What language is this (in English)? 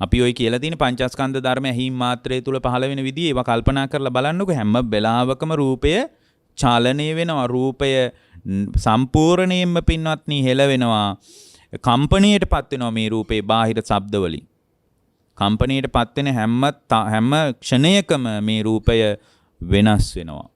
Sinhala